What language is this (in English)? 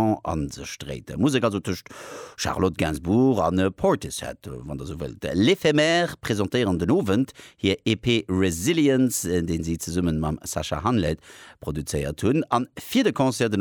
Luxembourgish